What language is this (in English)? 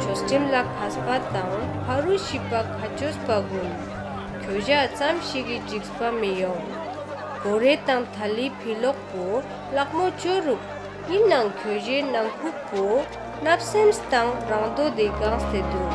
Ladakhi